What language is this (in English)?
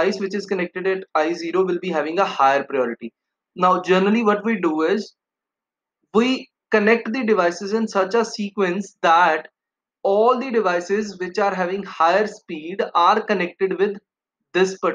English